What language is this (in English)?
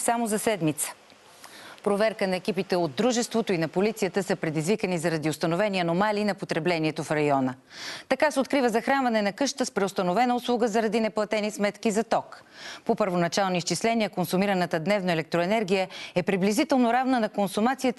Bulgarian